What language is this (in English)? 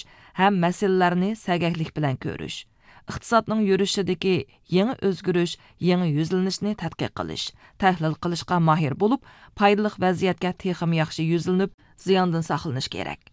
Uyghur